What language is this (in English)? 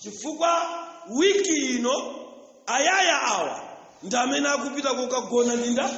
Nyanja